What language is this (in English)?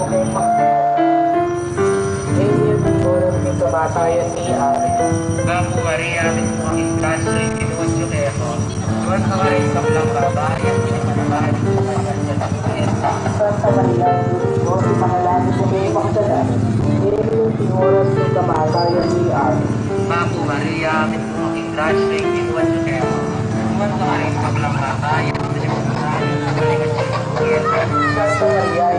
Pampanga